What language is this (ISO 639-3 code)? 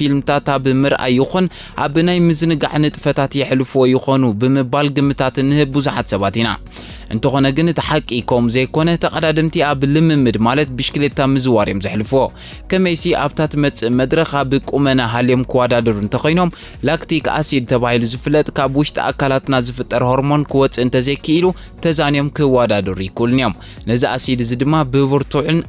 tir